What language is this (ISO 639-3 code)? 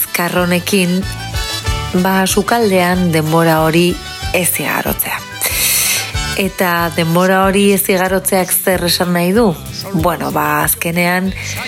eus